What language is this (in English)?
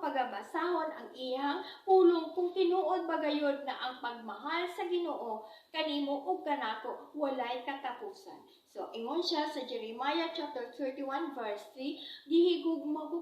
Cebuano